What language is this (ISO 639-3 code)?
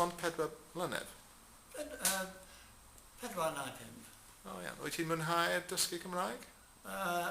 cym